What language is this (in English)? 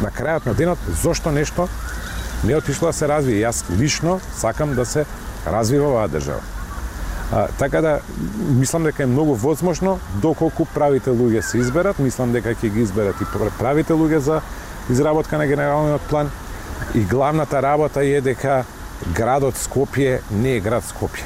Macedonian